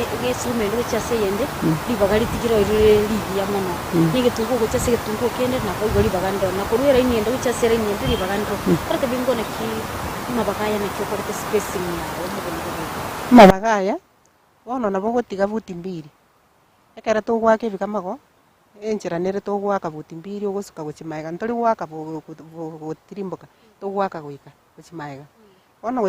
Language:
Gusii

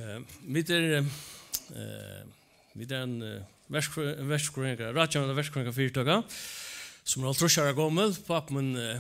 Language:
Faroese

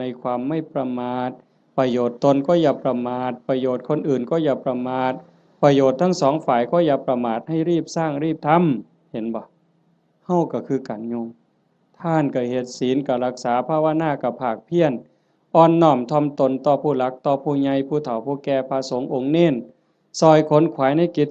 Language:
Northeastern Thai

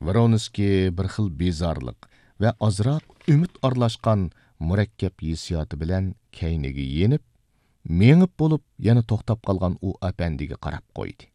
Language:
Uyghur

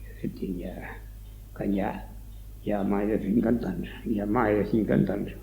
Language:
Occitan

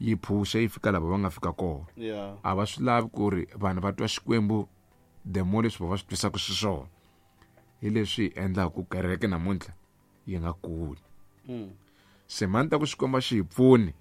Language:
Tsonga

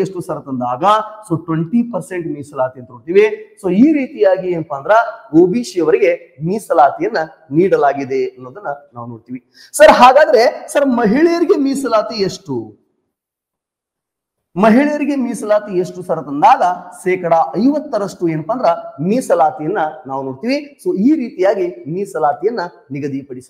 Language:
Kannada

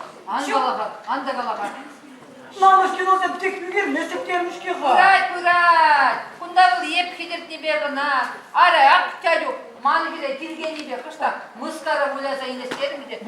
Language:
Chuvash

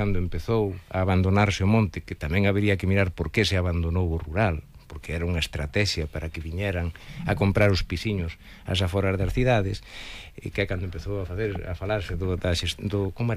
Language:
Galician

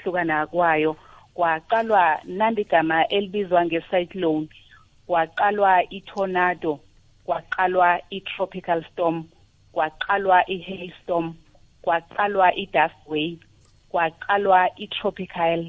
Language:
South Ndebele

